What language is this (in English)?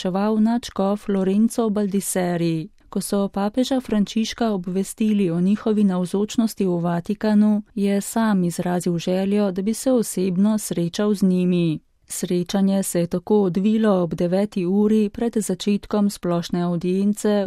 Slovenian